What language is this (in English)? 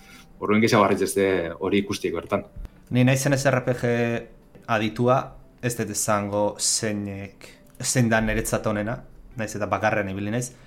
Basque